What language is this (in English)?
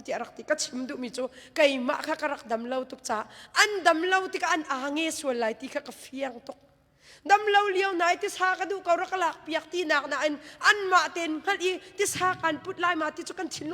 Hakha Chin